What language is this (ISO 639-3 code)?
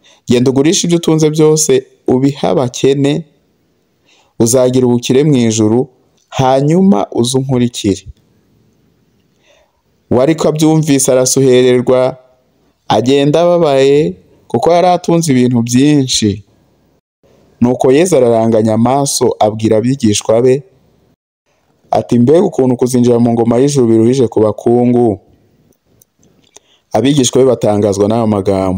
kin